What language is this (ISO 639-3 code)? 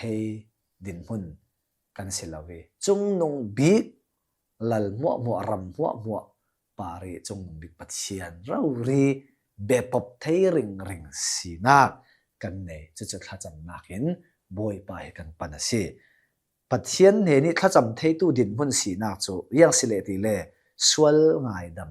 cnh